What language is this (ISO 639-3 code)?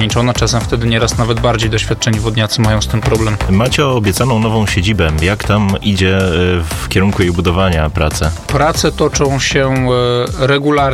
pol